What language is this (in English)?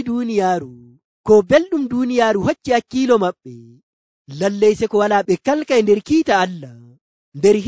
Nigerian Fulfulde